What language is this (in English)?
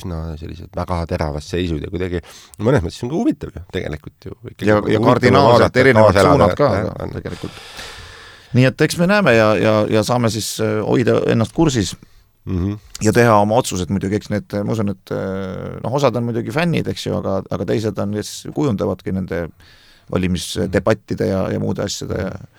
Estonian